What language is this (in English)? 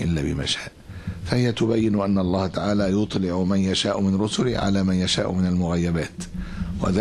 Arabic